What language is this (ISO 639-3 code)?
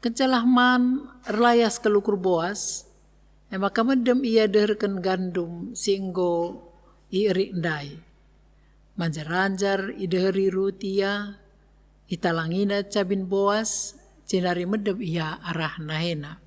btx